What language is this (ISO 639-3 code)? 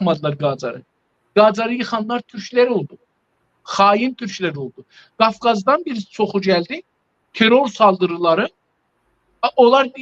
azb